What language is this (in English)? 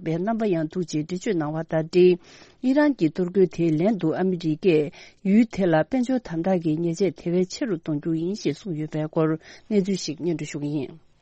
Tibetan